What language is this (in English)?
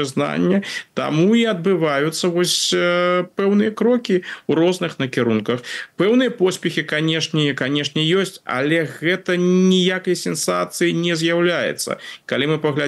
Belarusian